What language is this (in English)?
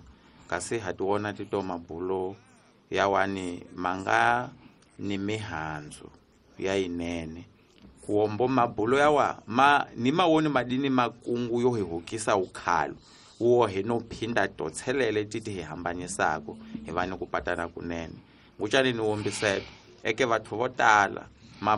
Tsonga